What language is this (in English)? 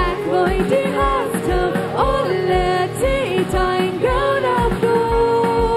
Plautdietsch